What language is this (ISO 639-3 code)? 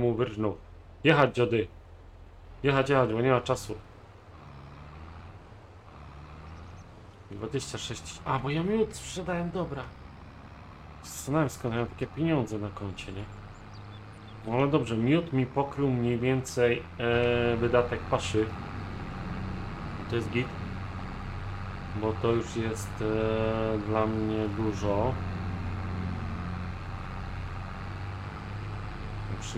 pol